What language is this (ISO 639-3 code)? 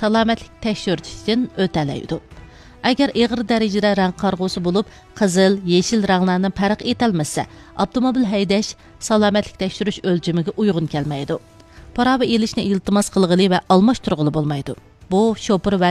uig